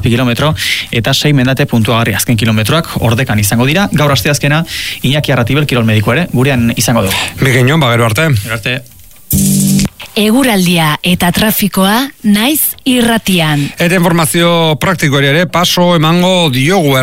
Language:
Basque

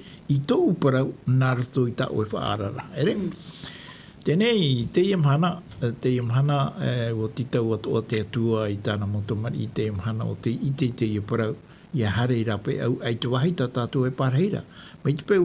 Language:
Tahitian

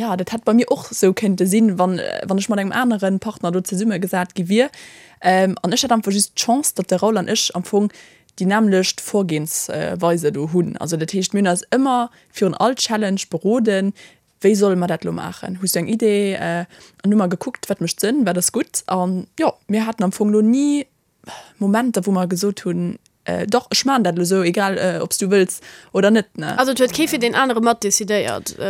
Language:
Luxembourgish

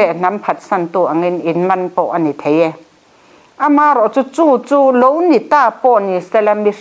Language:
Mizo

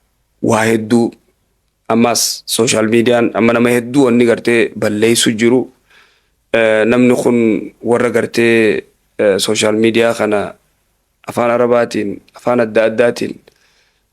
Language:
Oromo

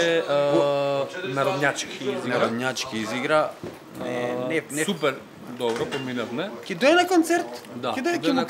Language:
Macedonian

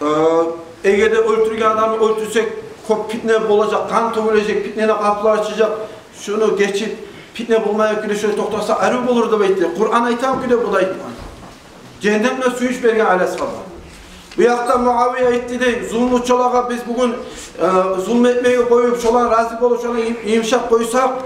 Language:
Kumyk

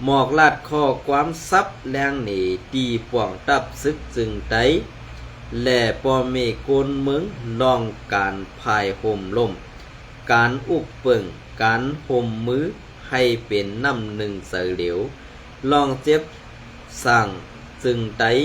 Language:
Shan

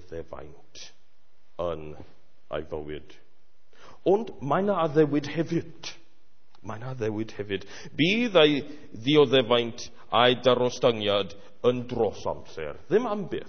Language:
Welsh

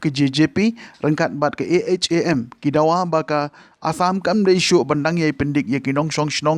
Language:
Khasi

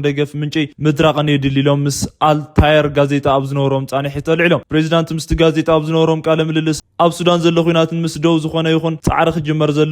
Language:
Tigrinya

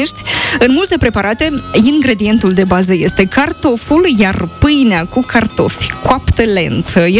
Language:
Romanian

